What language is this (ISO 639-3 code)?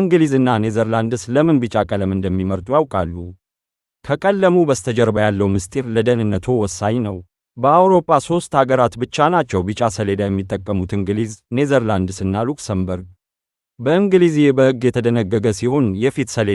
amh